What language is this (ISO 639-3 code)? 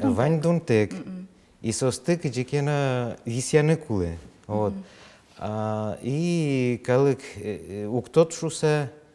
udm